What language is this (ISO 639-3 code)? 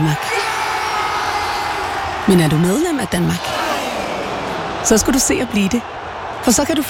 dan